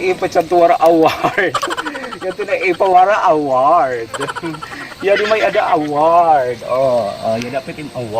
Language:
Waray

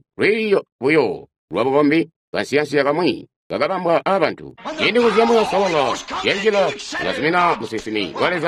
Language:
Tonga (Zambia)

